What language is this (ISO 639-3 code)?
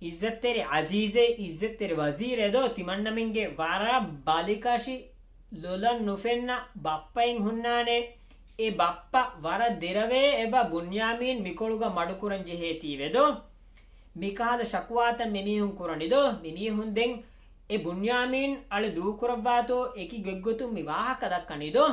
div